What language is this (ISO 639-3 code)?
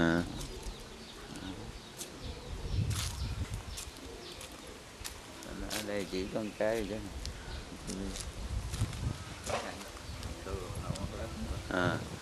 vie